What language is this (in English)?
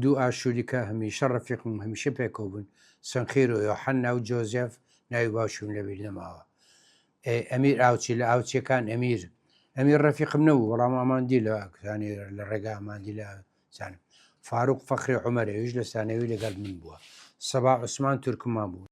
Central Kurdish